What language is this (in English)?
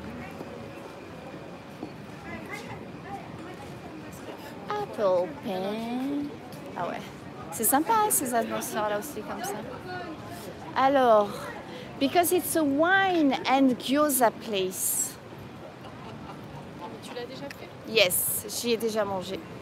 French